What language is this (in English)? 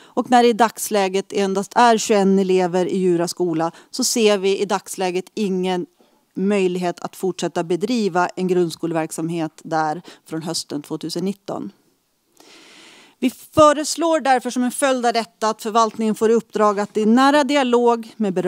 Swedish